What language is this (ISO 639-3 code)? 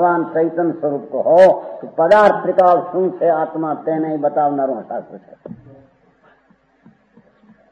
guj